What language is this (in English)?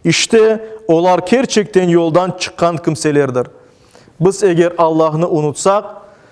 Crimean Tatar